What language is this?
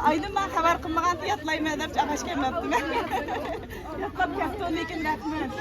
Uyghur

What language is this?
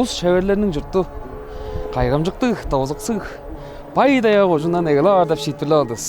Tuvinian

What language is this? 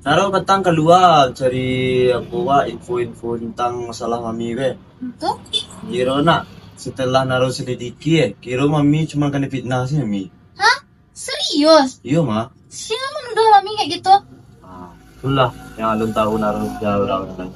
Minangkabau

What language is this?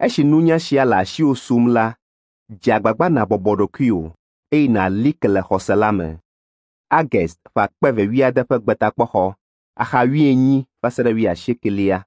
Ewe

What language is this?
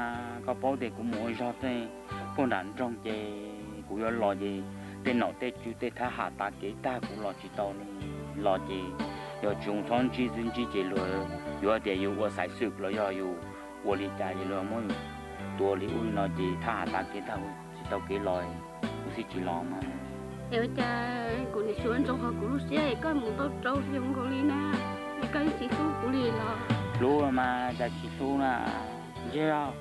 Hmong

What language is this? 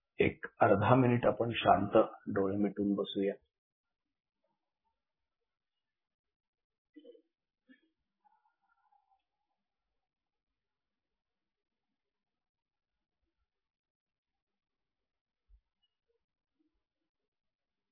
Marathi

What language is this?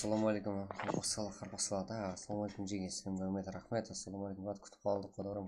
Kara-Kalpak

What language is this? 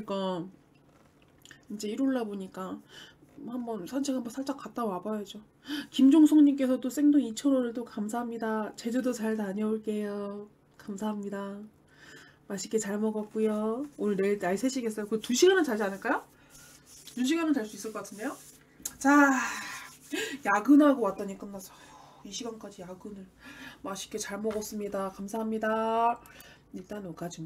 Korean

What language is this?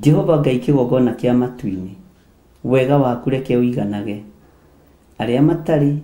Kikuyu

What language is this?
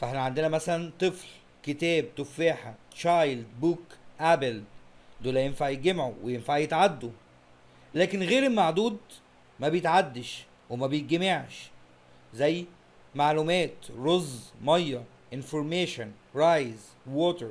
Egyptian Arabic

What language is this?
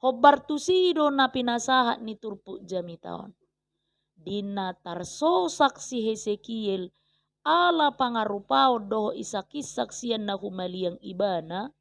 Batak Toba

